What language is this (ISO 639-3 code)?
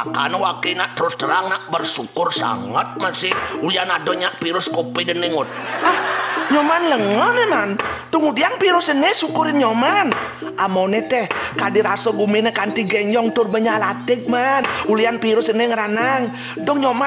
ban